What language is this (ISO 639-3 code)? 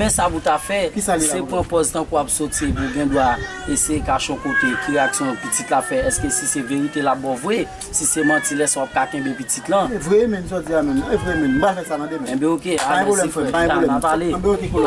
hat